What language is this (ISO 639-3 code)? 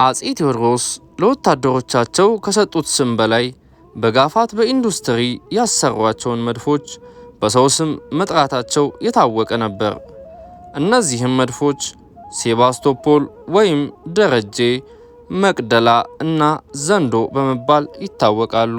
amh